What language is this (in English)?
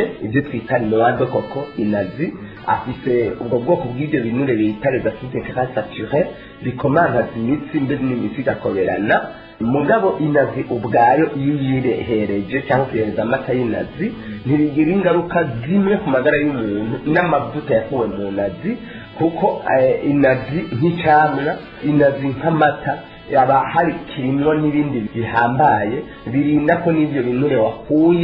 Rundi